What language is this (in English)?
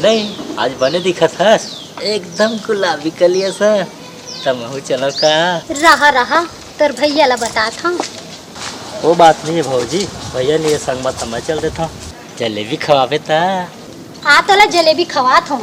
Chhattisgarhi